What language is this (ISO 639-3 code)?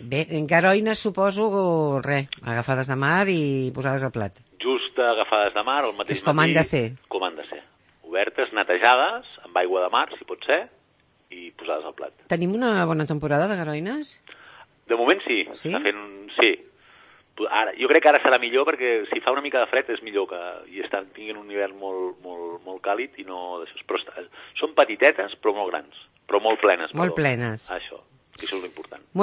cat